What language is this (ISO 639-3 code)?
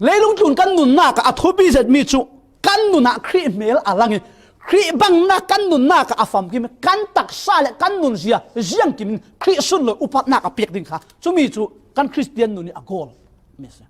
cfm